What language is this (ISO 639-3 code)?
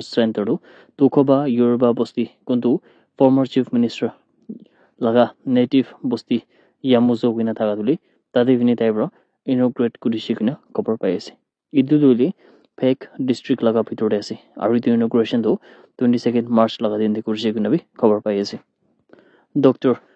nag